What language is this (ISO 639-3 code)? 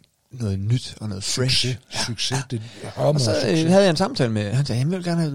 dan